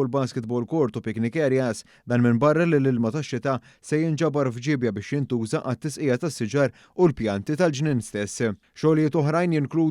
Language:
Maltese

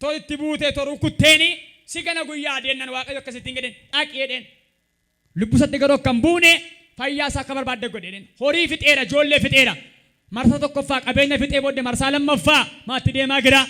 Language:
Oromo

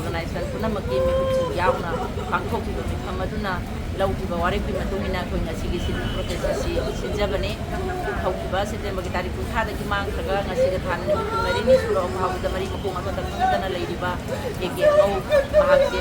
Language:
Manipuri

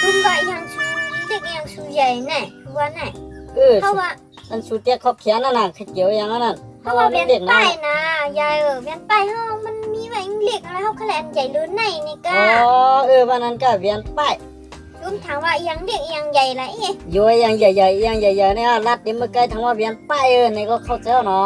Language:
Shan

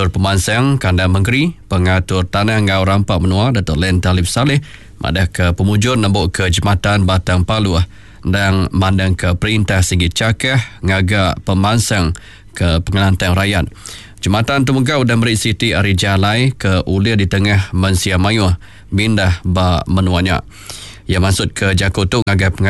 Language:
Iban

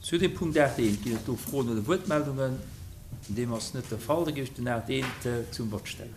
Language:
Luxembourgish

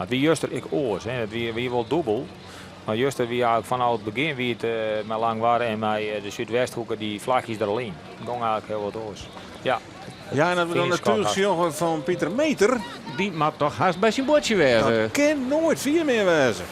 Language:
Western Frisian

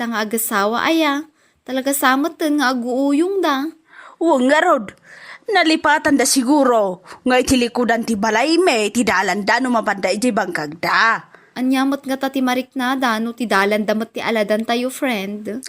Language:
Iloko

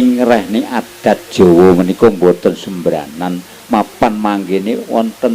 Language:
Javanese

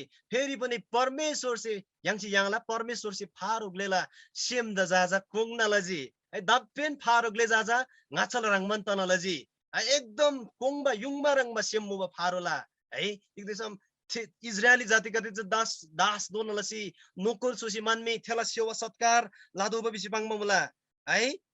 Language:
Eastern Tamang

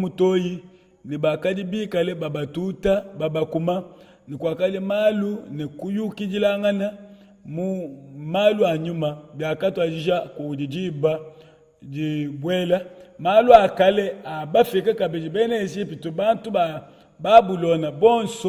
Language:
Luba-Lulua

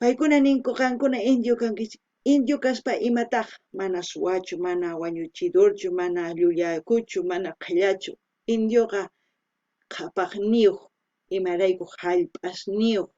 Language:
South Bolivian Quechua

